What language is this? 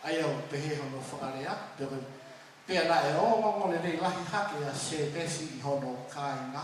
Tongan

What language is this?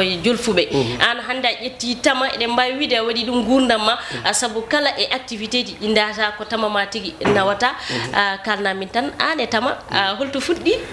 Fula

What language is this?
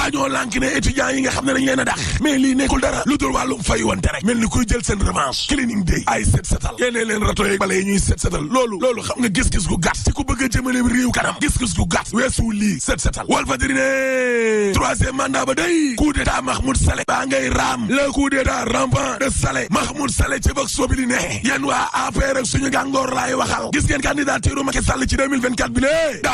Wolof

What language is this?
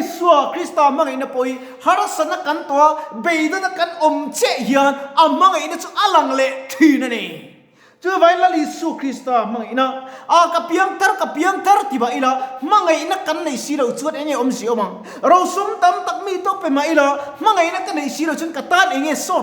Mizo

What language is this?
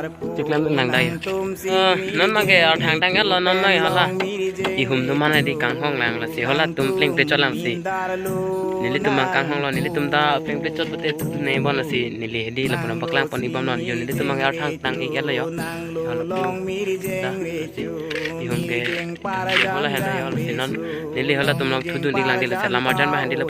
Karbi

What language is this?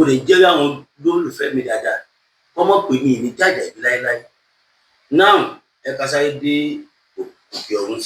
Yoruba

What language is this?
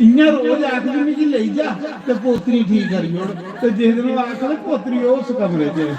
Dogri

